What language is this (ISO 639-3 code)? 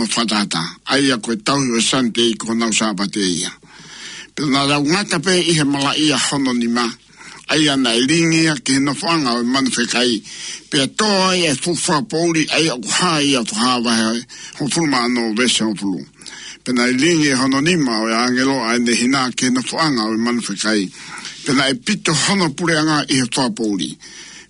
ton